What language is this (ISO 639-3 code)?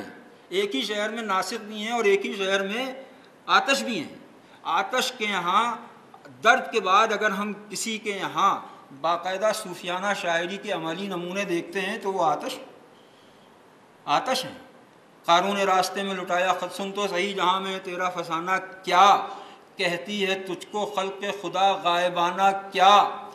urd